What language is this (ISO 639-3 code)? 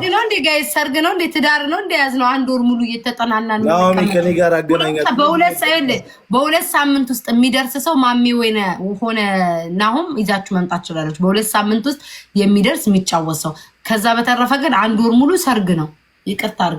amh